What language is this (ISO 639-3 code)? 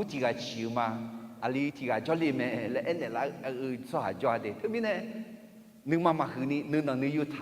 ahk